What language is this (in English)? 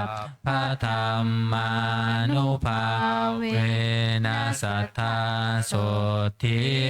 Pali